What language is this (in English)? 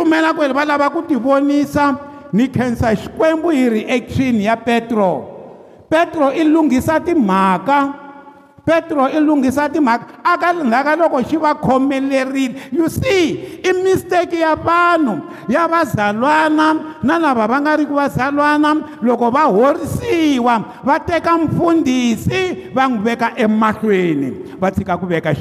Tsonga